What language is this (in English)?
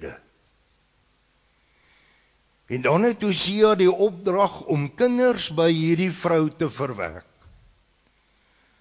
Afrikaans